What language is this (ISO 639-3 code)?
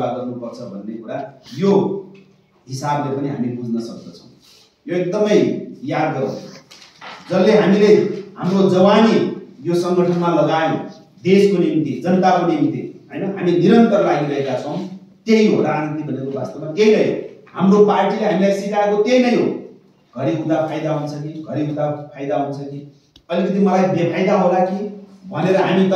nep